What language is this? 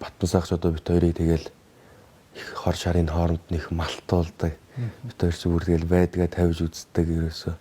Mongolian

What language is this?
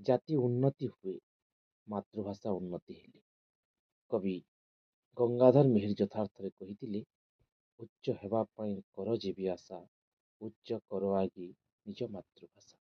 Odia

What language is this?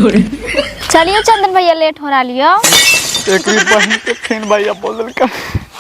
Magahi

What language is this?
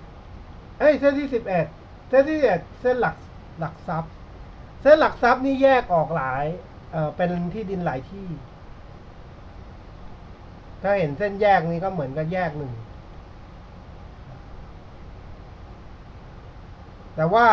Thai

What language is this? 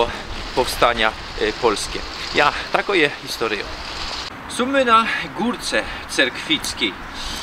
Silesian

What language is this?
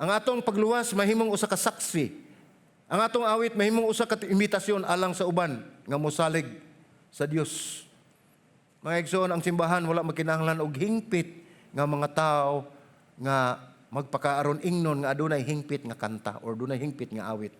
Cebuano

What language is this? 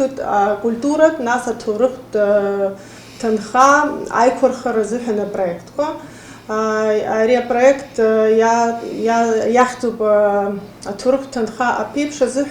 Abkhazian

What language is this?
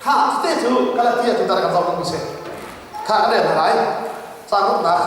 Hakha Chin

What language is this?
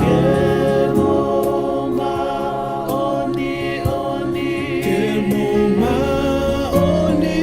Tongan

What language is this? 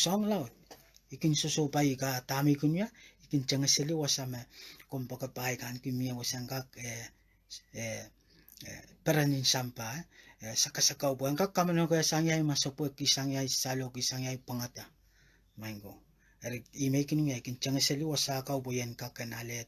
Pohnpeian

